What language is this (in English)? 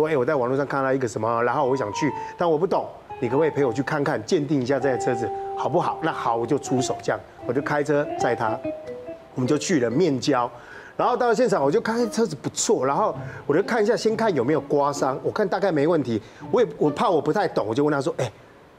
Chinese